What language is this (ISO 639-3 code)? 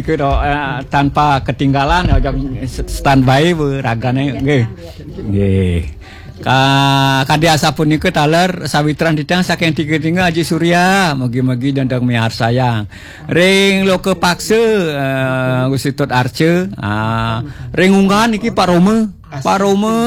ban